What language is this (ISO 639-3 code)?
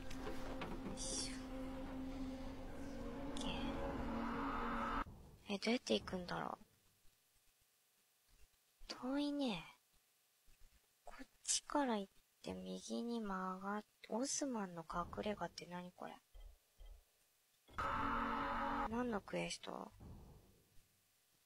jpn